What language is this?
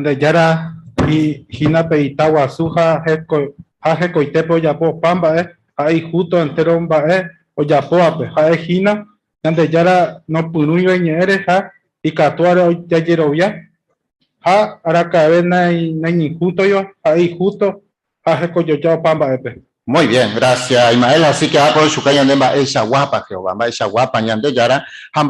Guarani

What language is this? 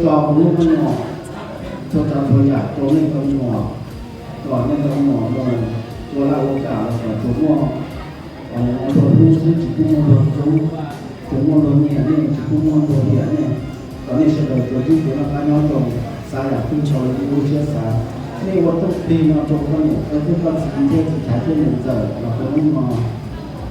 Hmong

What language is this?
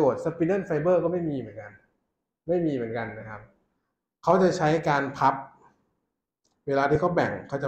Thai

